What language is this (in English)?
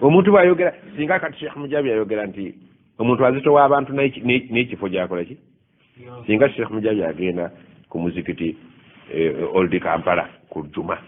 Ganda